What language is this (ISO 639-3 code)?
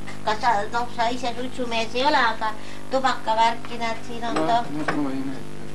est